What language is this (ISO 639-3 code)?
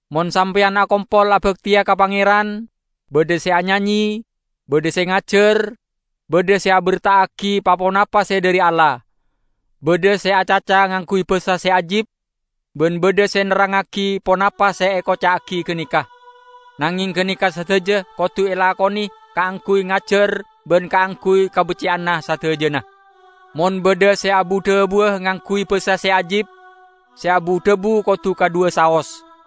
mad